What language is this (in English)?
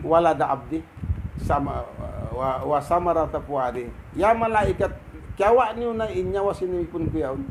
Tausug